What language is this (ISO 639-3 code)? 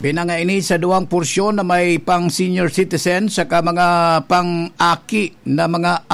bik